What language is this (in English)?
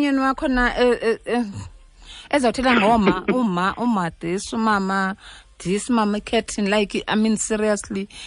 Xhosa